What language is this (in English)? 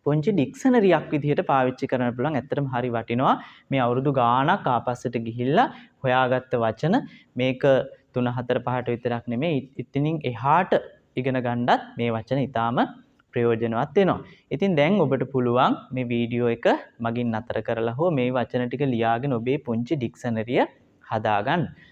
Sinhala